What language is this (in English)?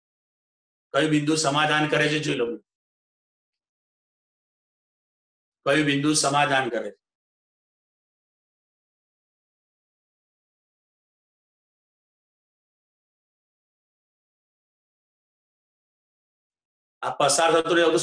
Gujarati